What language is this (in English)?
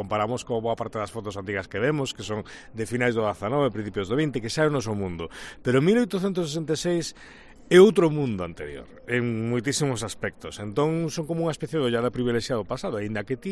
Galician